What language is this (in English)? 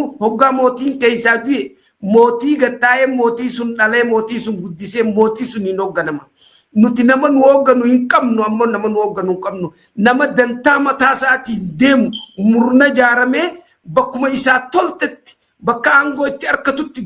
Oromo